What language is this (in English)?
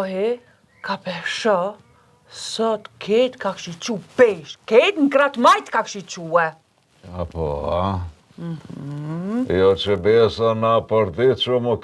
Albanian